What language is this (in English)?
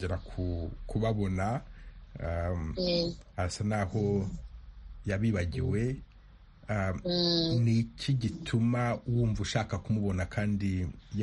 Kinyarwanda